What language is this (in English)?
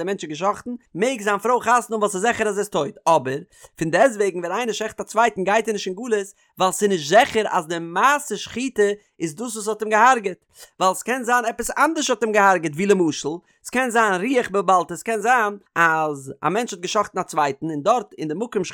Yiddish